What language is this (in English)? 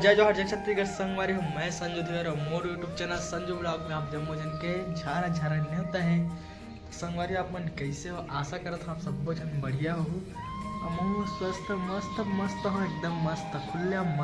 Chhattisgarhi